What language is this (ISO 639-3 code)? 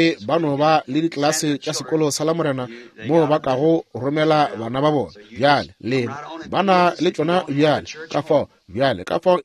nso